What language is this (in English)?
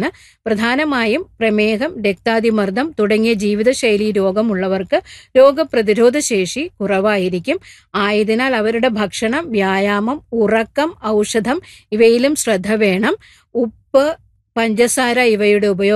Malayalam